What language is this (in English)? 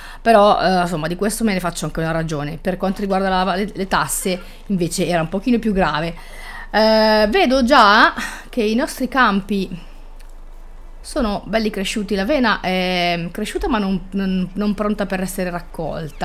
Italian